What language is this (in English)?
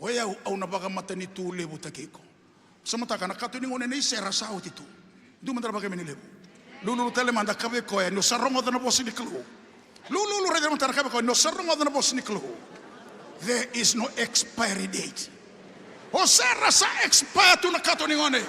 Fijian